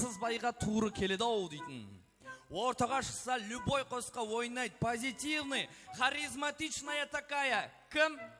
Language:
Kara-Kalpak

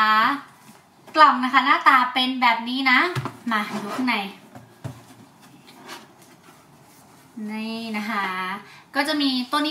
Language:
Thai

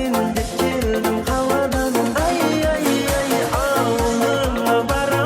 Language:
Kara-Kalpak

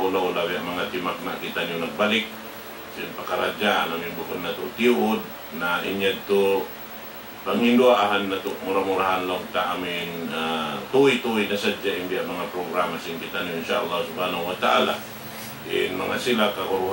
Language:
Tausug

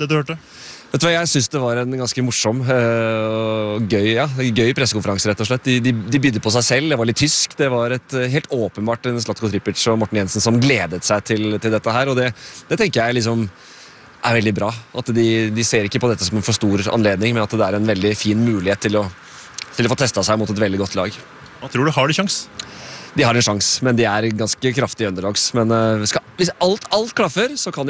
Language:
Norwegian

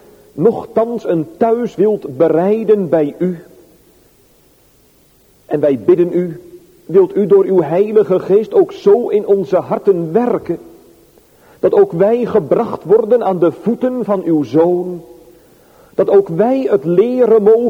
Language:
Dutch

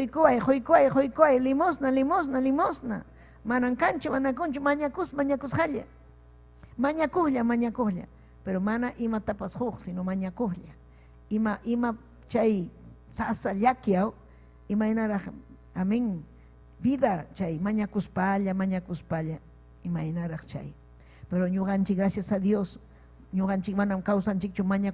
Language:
Ayacucho Quechua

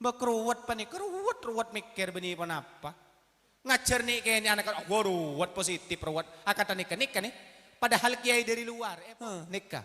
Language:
Madurese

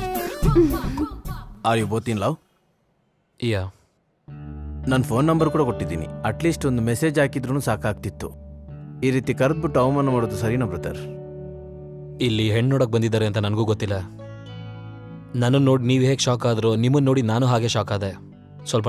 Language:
Kannada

